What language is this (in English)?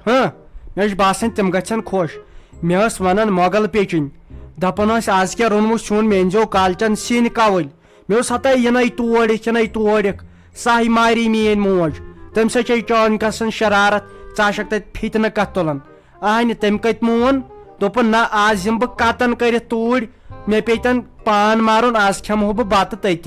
Kashmiri